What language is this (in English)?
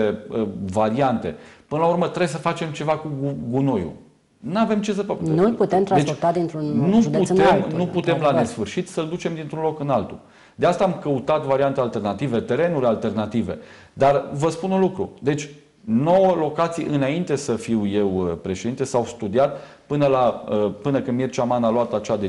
Romanian